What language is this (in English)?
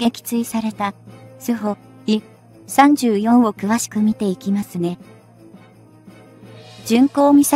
Japanese